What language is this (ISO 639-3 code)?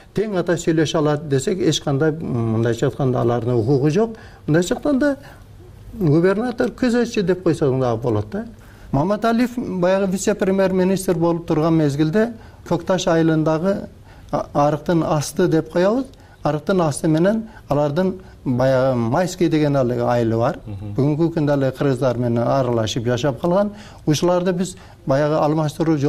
kir